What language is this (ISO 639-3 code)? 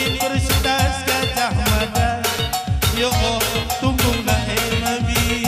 btx